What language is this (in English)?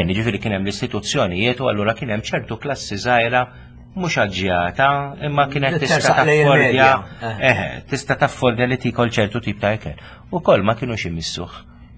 Maltese